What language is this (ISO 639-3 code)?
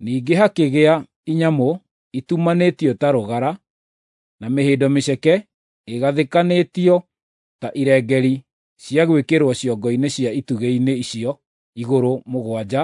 kik